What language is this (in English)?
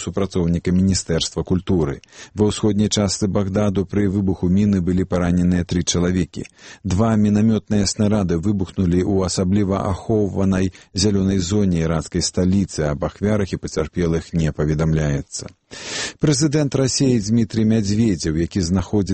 Belarusian